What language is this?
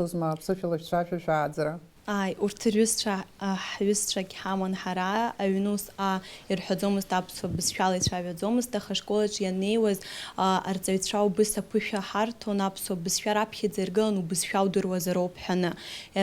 Abkhazian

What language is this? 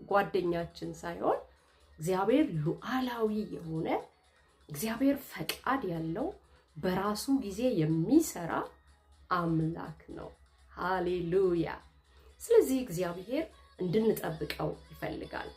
Amharic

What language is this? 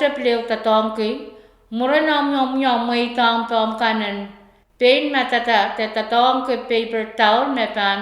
Pohnpeian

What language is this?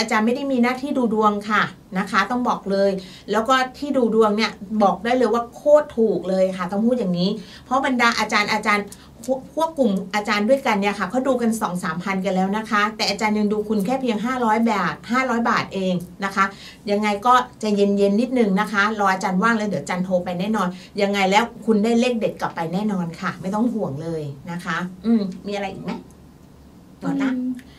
Thai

